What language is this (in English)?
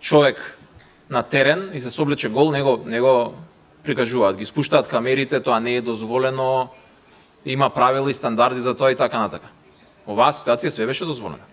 Macedonian